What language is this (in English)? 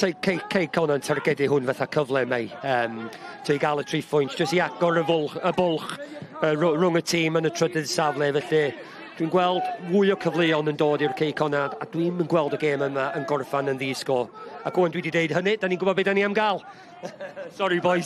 Welsh